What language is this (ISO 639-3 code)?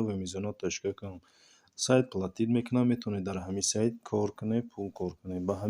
tgk